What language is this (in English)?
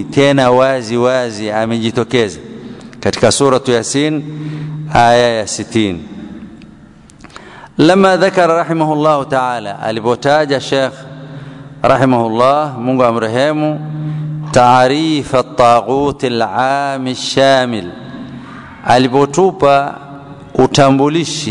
Swahili